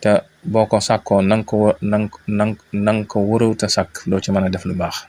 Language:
Wolof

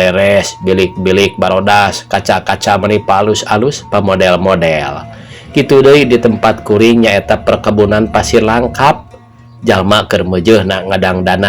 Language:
Sundanese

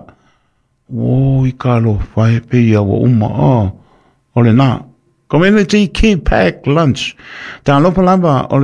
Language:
Samoan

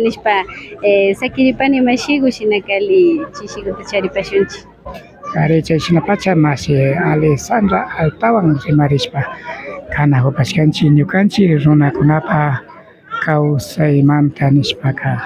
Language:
Imbabura Highland Quichua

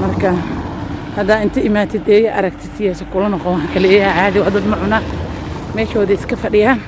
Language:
Somali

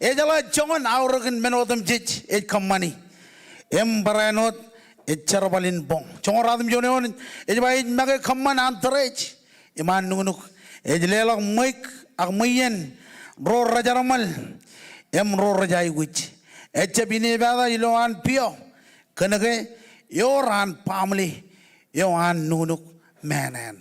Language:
Marshallese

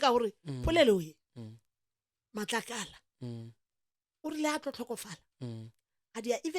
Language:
Northern Sotho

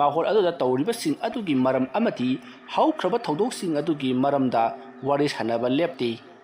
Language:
Manipuri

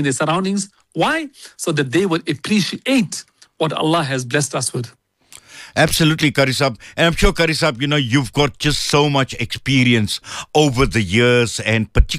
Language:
English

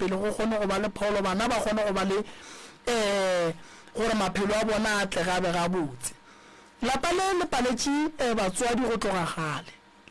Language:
Northern Sotho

